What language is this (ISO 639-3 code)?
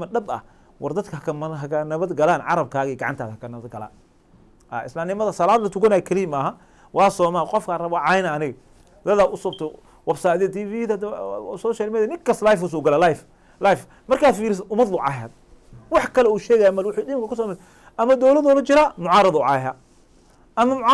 som